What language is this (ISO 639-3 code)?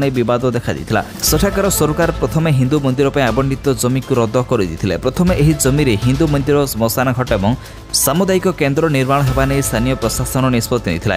ori